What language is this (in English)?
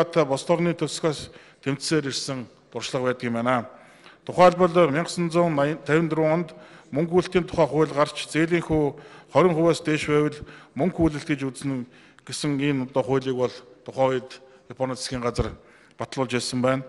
Mongolian